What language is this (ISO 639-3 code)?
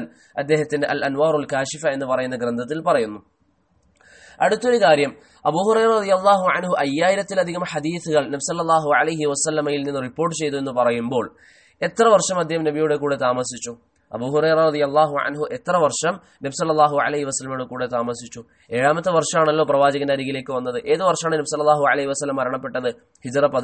mal